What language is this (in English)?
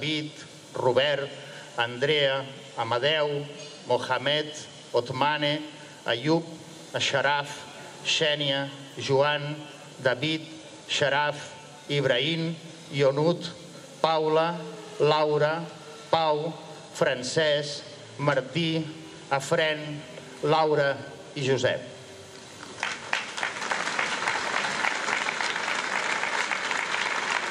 Catalan